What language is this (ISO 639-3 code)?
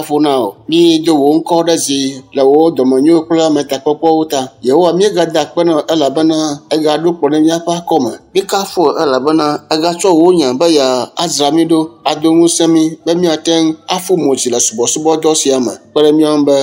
ewe